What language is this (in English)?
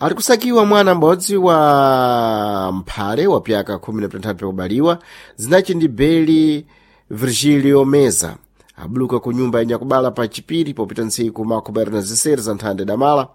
Sena